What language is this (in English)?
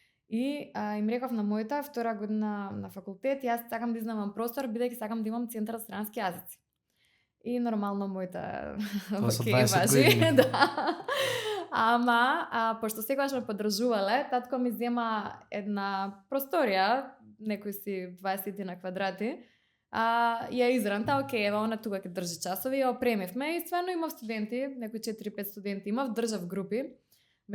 Macedonian